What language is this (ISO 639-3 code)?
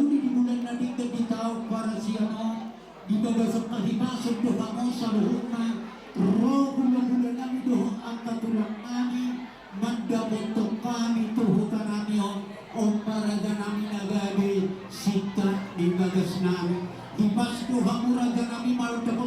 bbc